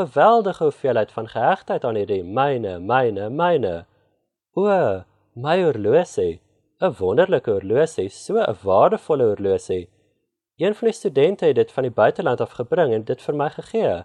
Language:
Afrikaans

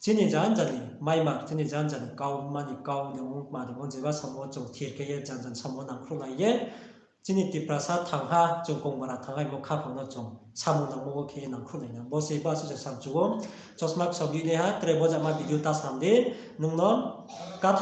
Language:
Riang (India)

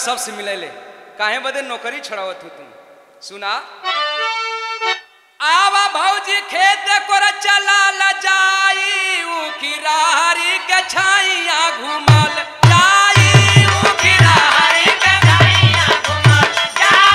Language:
Bhojpuri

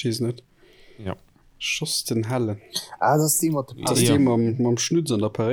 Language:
Luxembourgish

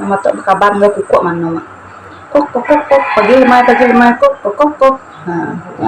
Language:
Iban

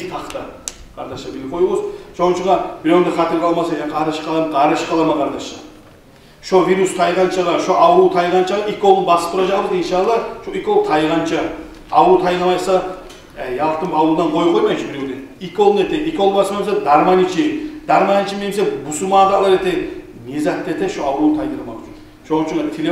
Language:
Kumyk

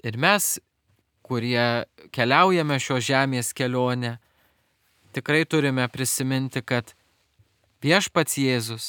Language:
Lithuanian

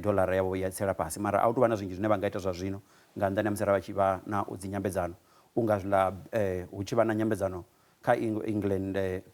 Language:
Venda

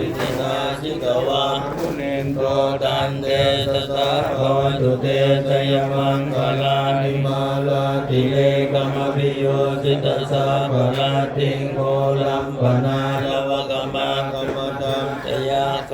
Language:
Pali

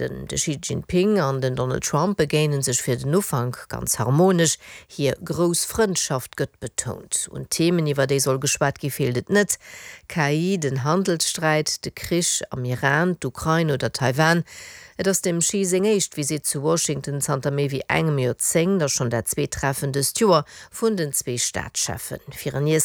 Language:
Luxembourgish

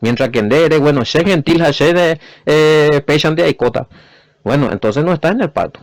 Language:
Guarani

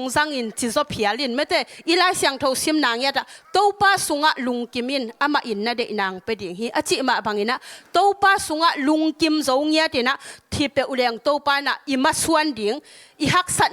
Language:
Tedim Chin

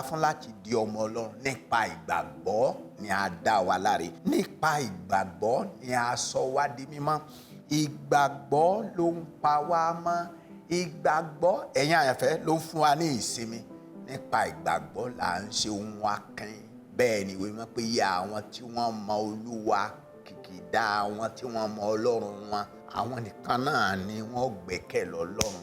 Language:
Yoruba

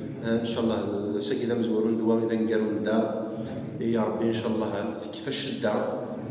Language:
Kabyle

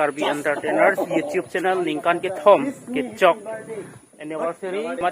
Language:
Karbi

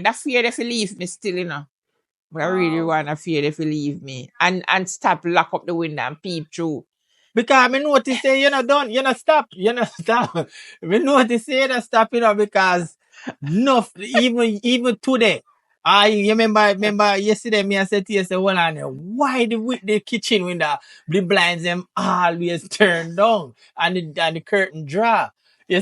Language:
Jamaican Creole English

